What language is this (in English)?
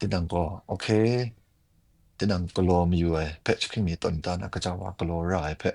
Kachin